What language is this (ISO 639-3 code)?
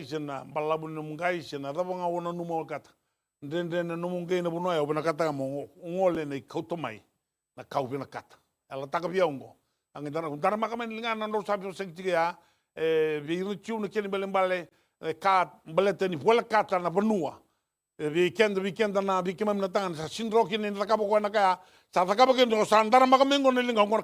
fij